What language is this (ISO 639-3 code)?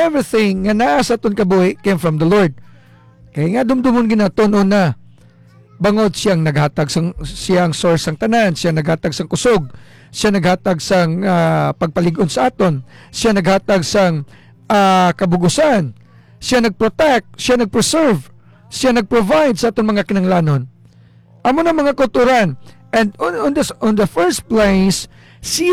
hil